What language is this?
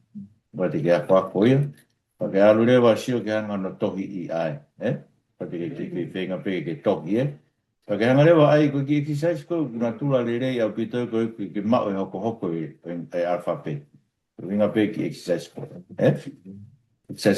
Tongan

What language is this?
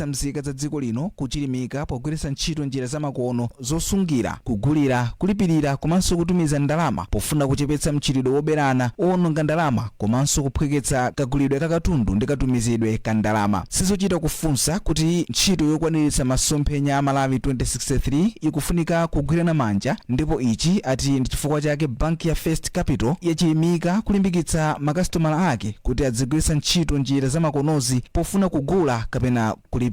Nyanja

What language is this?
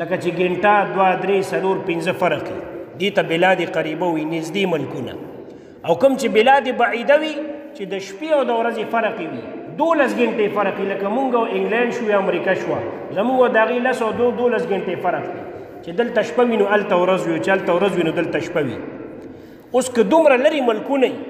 Pashto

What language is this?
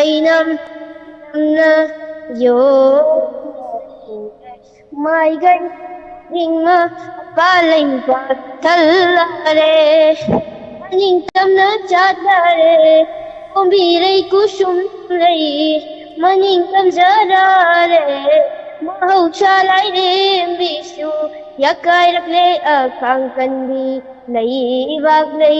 Manipuri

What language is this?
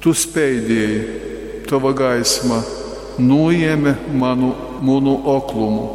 Latgalian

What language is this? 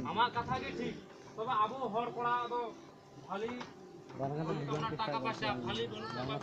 Santali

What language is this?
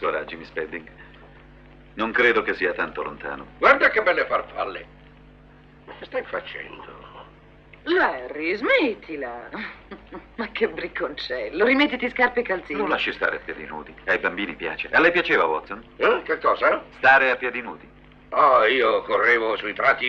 Italian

